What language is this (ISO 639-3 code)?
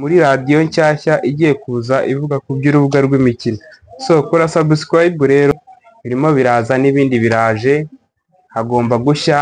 kin